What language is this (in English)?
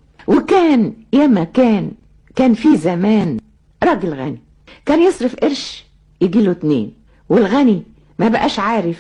Egyptian Arabic